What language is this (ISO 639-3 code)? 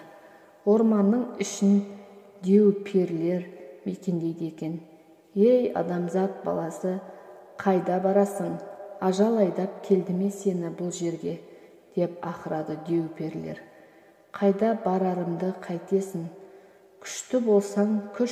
kaz